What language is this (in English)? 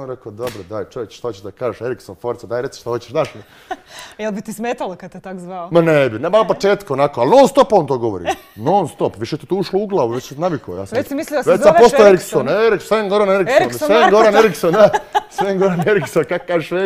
Croatian